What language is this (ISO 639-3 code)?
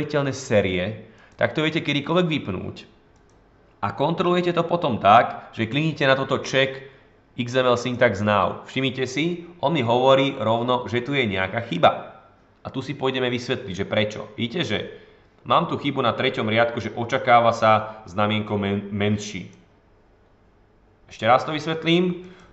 slk